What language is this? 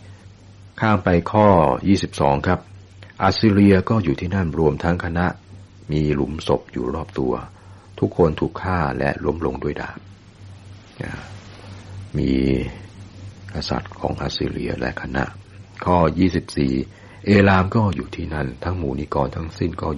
Thai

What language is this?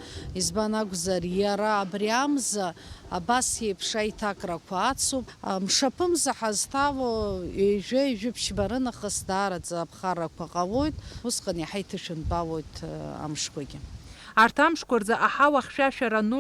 Abkhazian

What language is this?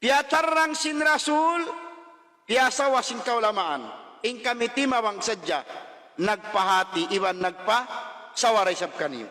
Tausug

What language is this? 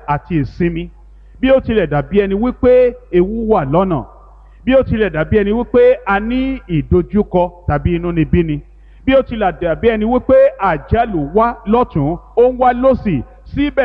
Yoruba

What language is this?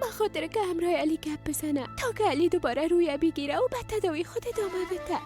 Persian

